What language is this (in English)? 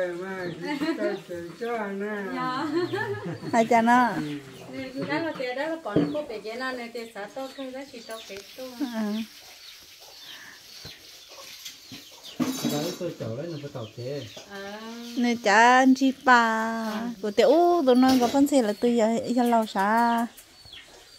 Vietnamese